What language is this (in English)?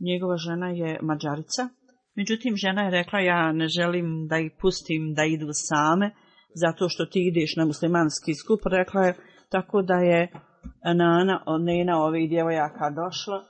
Bosnian